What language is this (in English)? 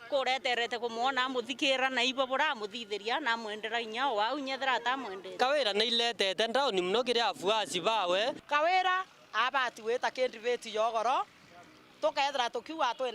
Meru